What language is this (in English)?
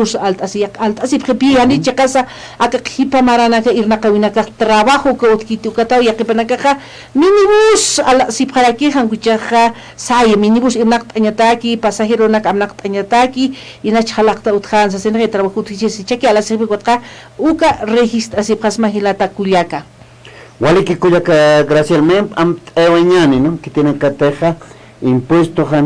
Aymara